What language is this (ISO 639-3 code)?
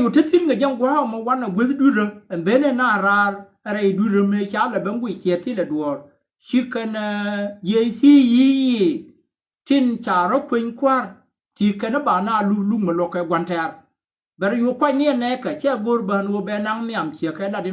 nus